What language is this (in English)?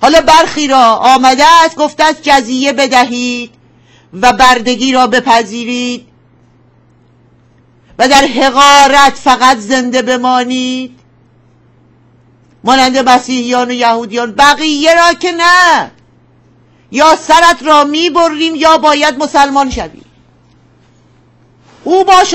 Persian